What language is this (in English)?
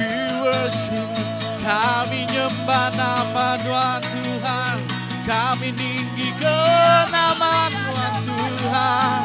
Iban